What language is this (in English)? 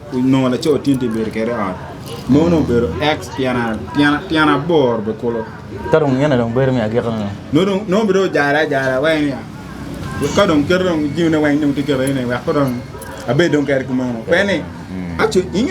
Acoli